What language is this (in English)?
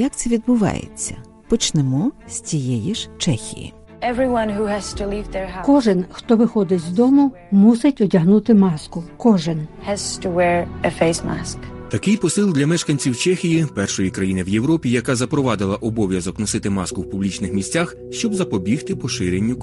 Ukrainian